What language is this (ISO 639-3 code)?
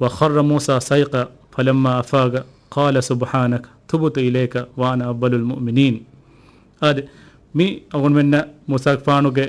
div